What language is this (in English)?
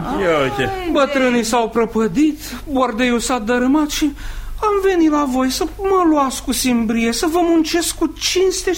Romanian